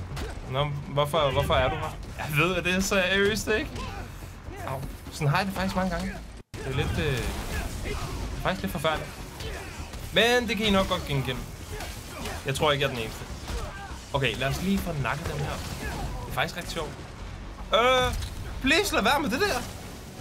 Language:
Danish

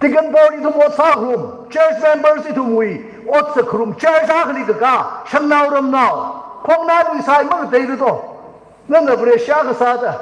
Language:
Tangkhul Naga (India)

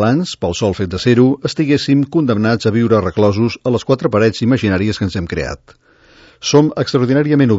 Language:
Catalan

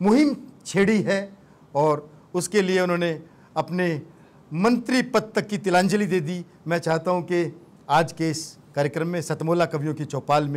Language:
Hindi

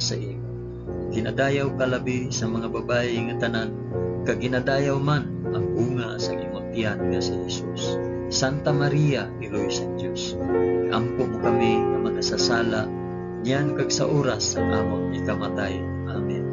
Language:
Hiligaynon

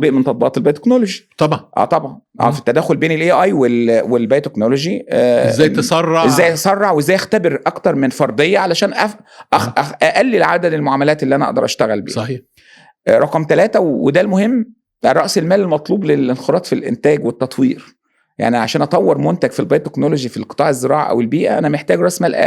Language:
Egyptian Arabic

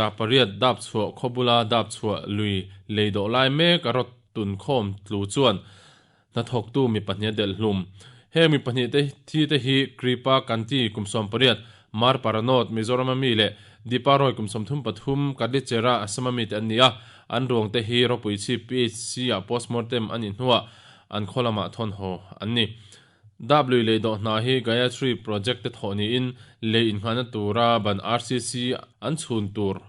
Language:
Mizo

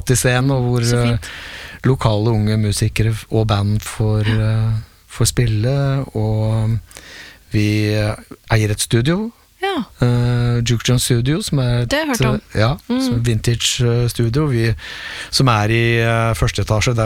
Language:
Norwegian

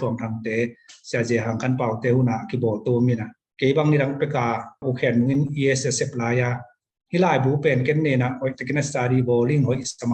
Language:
Tedim Chin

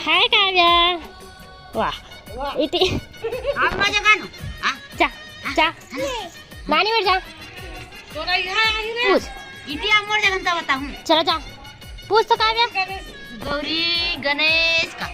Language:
Chhattisgarhi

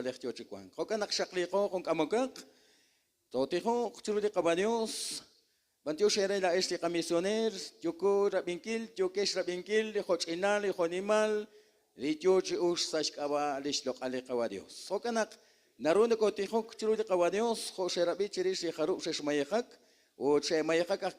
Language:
Kekchí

